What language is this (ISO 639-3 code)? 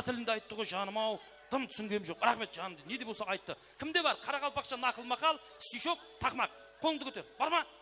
kaa